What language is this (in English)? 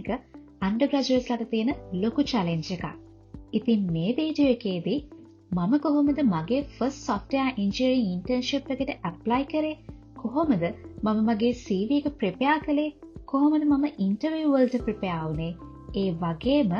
Sinhala